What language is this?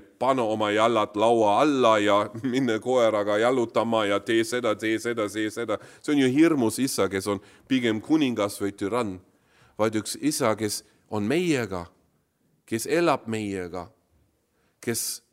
Estonian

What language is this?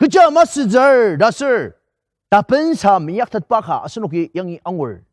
Ao Naga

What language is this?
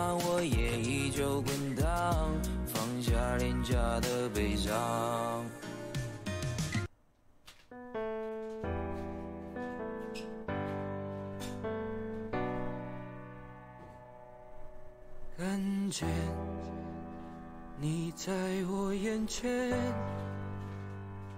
Chinese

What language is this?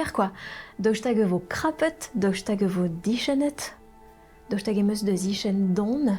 Breton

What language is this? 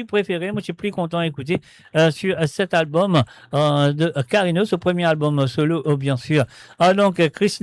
Morisyen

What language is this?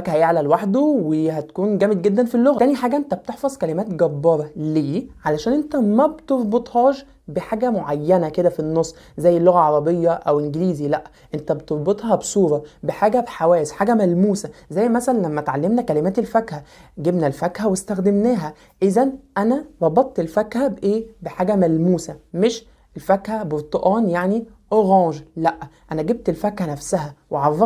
Egyptian Arabic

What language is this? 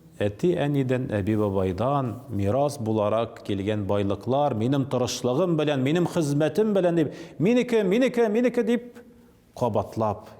Tatar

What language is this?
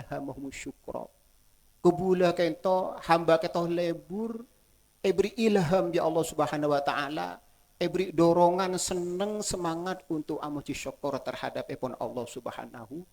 Madurese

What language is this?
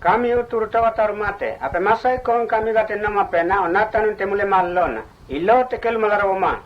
Mota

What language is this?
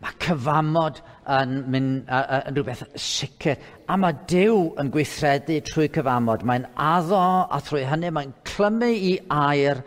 Welsh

